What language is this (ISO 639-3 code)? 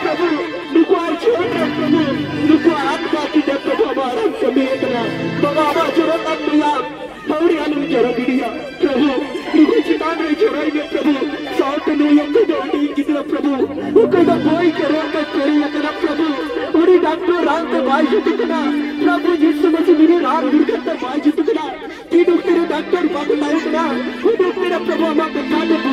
sat